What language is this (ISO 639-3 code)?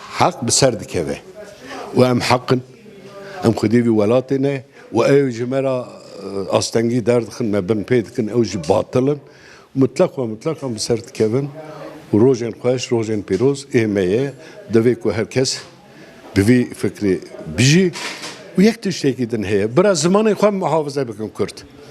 kur